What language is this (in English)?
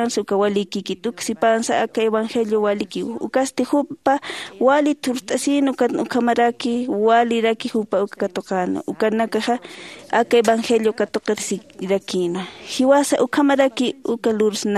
Aymara